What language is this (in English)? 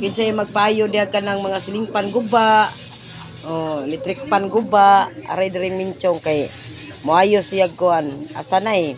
Cebuano